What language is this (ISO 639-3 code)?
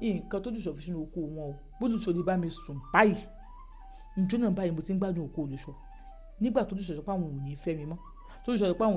yor